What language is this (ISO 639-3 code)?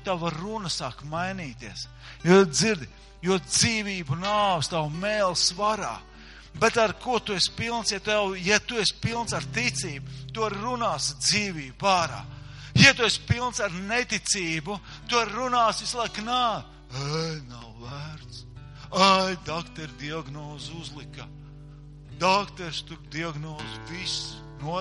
lav